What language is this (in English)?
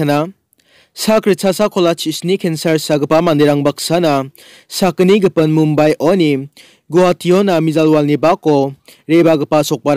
Garo